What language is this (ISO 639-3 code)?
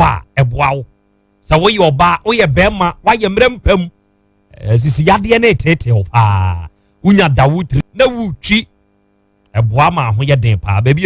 aka